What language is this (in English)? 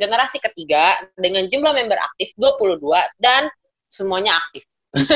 Indonesian